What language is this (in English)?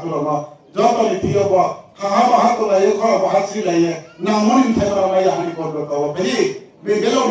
Riang (India)